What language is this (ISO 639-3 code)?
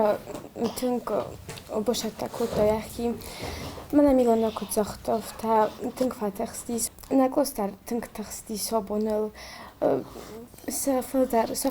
oss